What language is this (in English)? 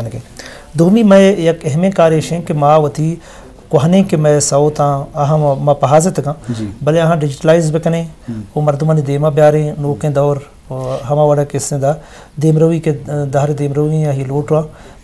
Eastern Balochi